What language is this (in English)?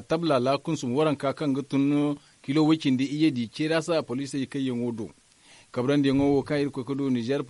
Zarma